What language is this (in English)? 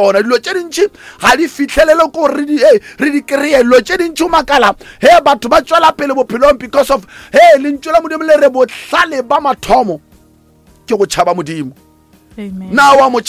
Northern Sotho